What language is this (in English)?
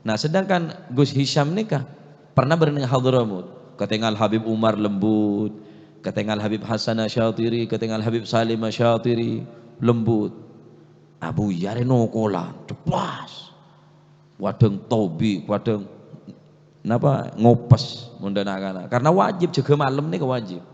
Madurese